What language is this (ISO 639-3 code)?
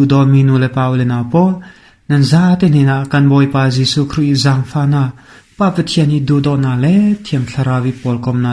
cfm